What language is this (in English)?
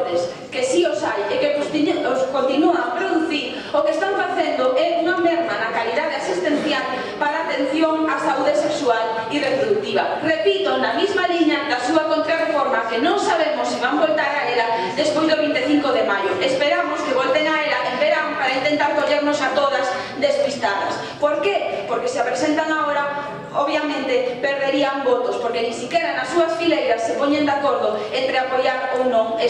Galician